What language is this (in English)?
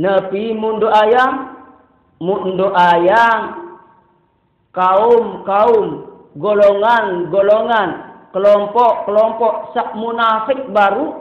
Sasak